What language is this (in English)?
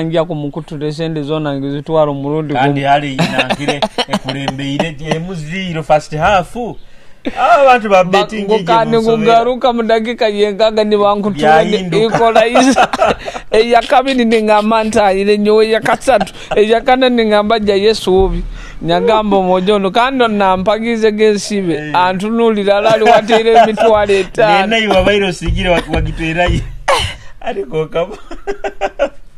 Nyoro